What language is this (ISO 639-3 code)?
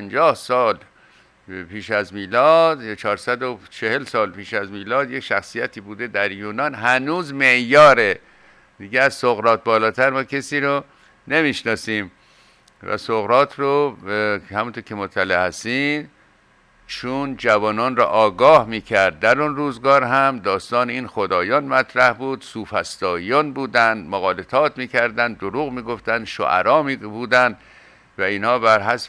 fas